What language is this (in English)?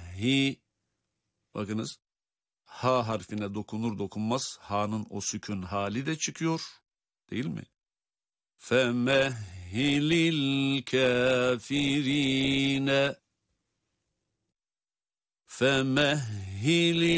Turkish